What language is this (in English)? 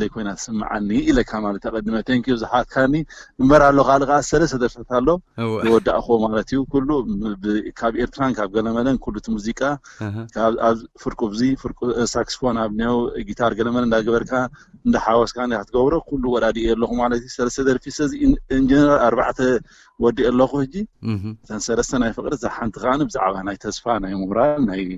Tigrinya